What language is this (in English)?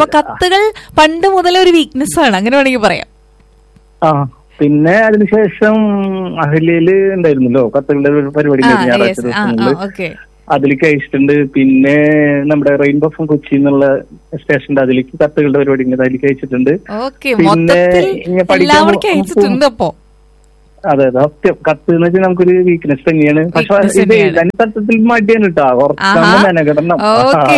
Malayalam